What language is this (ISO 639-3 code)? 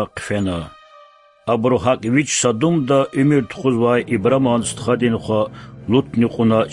lez